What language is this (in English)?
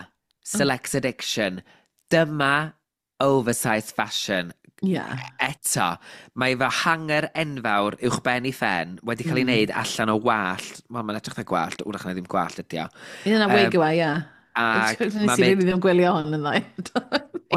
Welsh